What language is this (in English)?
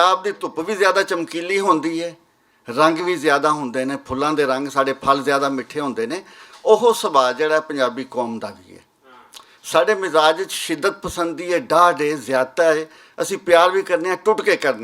Western Panjabi